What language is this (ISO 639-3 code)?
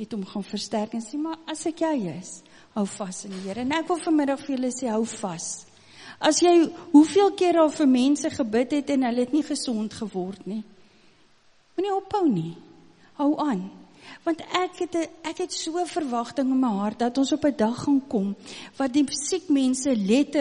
afr